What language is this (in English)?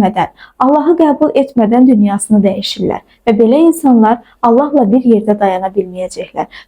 Azerbaijani